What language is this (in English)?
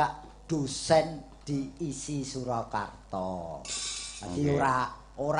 Javanese